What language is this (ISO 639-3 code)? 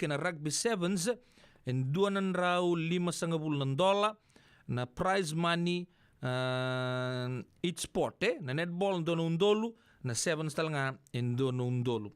fij